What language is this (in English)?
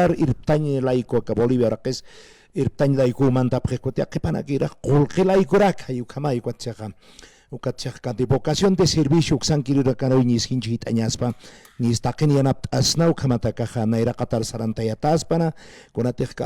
Aymara